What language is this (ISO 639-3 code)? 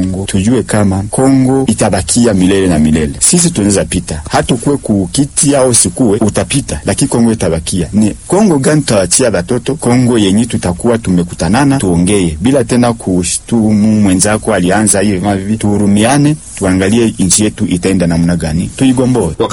swa